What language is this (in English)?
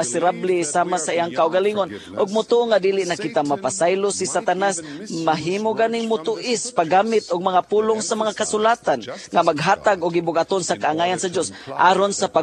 Cebuano